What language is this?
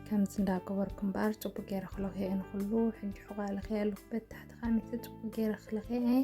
Tigrinya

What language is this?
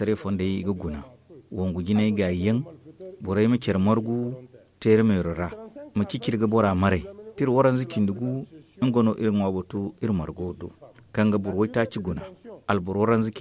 Zarma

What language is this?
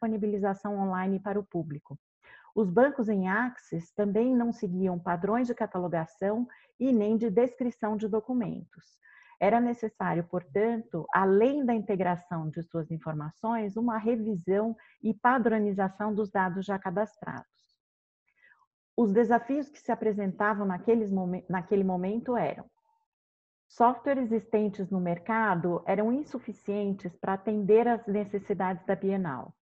Portuguese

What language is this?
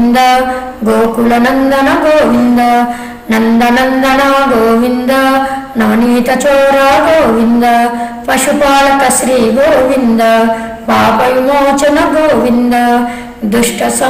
Telugu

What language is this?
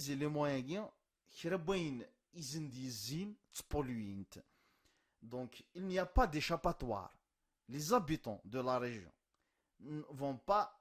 Kabyle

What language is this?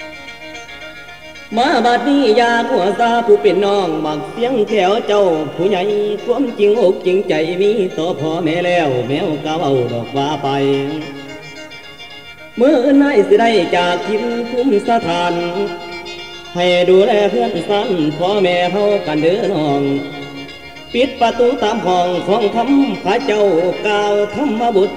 Northeastern Thai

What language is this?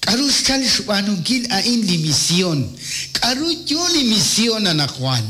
Kekchí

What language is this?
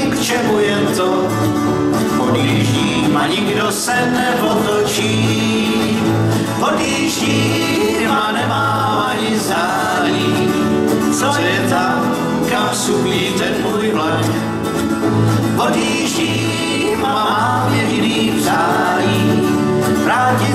Czech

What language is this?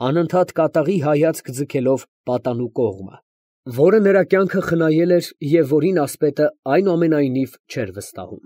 Armenian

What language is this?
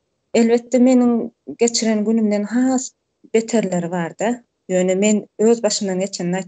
Turkmen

